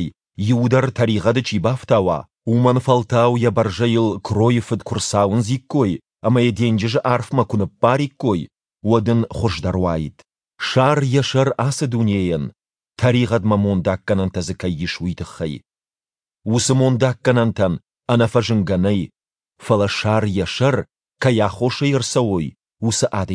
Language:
Ossetic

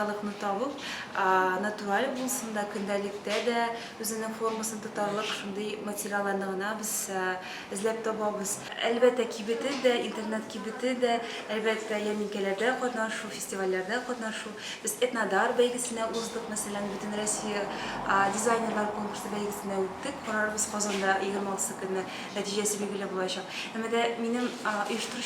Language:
Tatar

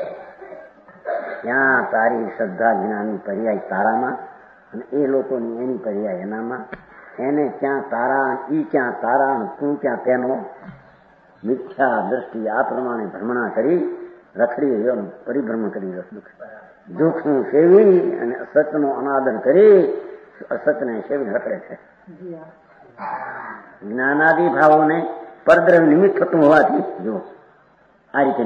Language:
Gujarati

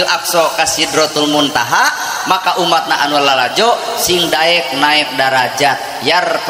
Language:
Sundanese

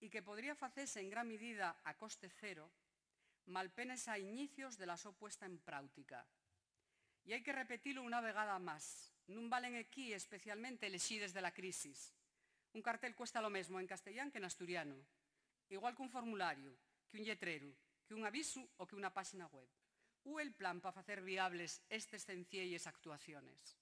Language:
Asturian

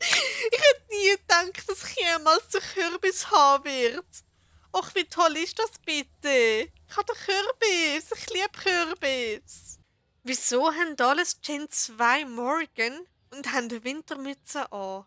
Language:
Swiss German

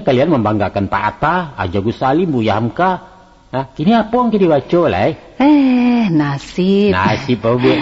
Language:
Minangkabau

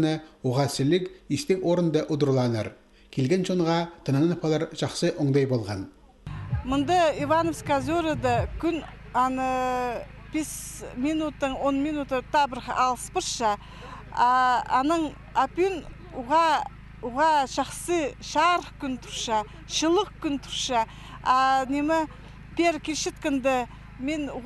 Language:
Khakas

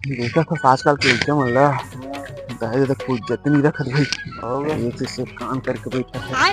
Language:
Chhattisgarhi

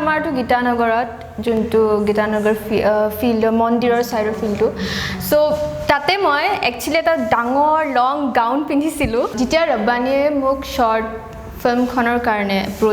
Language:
Assamese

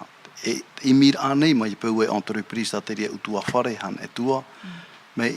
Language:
Tahitian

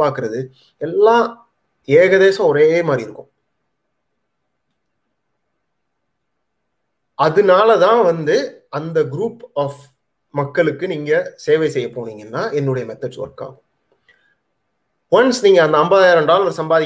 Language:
Tamil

